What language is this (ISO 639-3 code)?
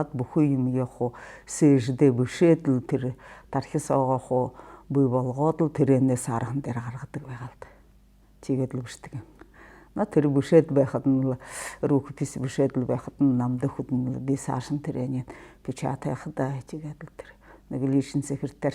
bua